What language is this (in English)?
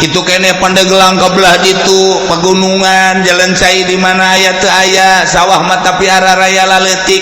Sundanese